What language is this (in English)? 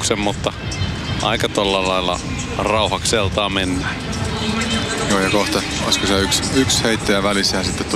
Finnish